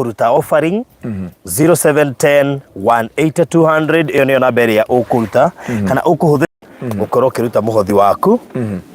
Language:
Kikuyu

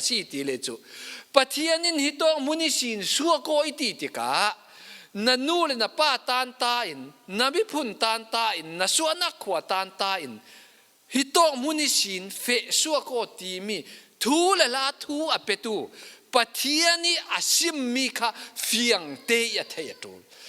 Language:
Falam Chin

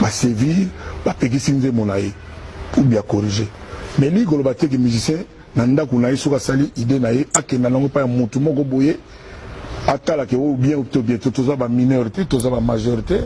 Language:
Lingala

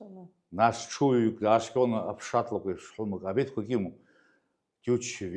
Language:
Abkhazian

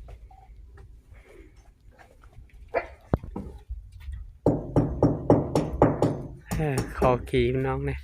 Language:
Northeastern Thai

